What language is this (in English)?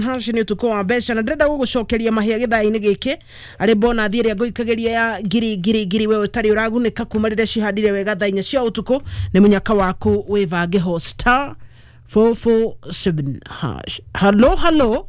Kikuyu